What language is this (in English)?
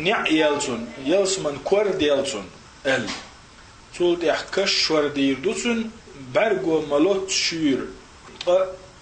Chechen